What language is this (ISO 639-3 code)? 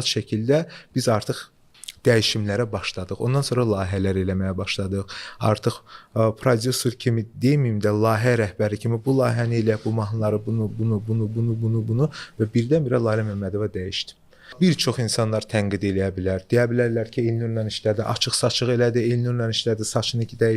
aze